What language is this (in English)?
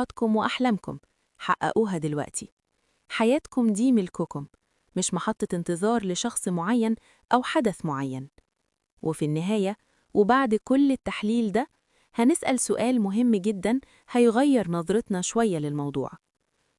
Egyptian Arabic